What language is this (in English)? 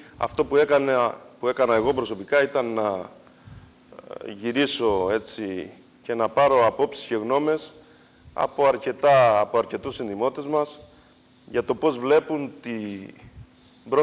Greek